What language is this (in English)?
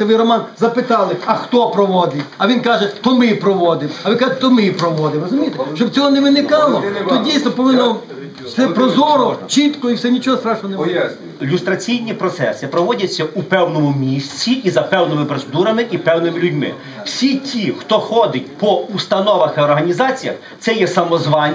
Ukrainian